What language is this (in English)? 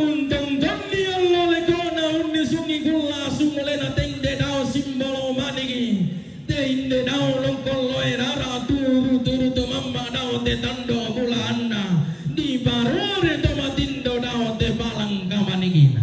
Toraja-Sa'dan